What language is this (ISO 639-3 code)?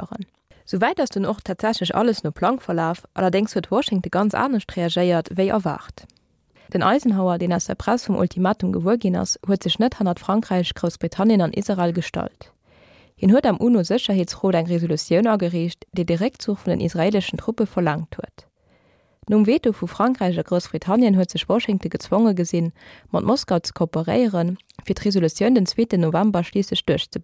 ltz